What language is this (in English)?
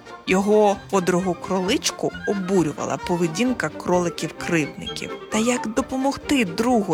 Ukrainian